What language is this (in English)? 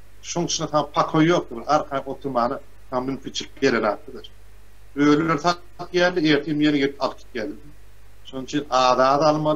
Turkmen